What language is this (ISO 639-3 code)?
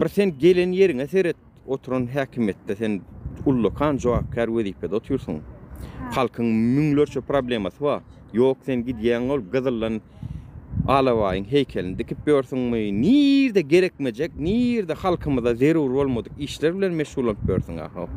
tuk